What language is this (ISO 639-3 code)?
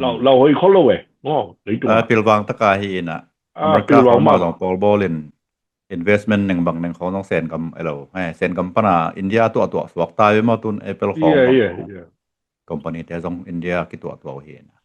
ctd